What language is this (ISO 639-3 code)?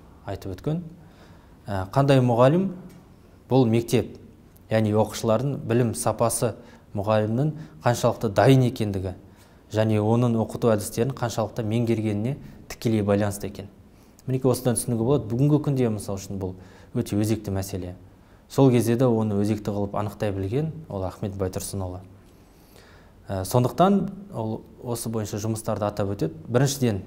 kaz